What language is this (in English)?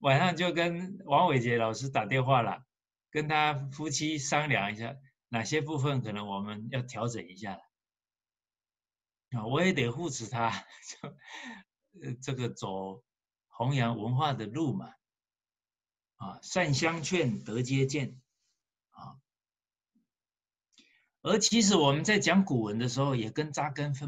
Chinese